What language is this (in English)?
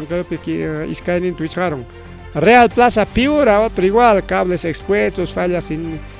Ayacucho Quechua